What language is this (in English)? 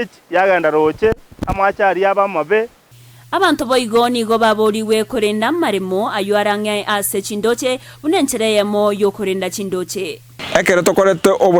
Gusii